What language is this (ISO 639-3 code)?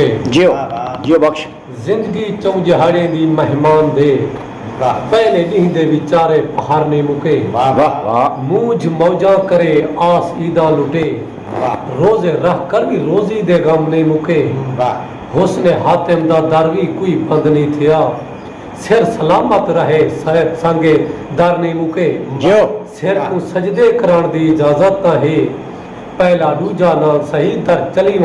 skr